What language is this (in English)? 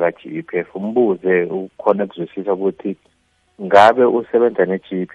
South Ndebele